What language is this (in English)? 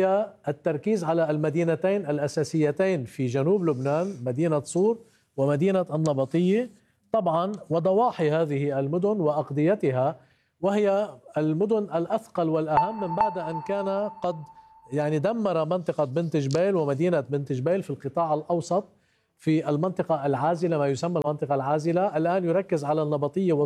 Arabic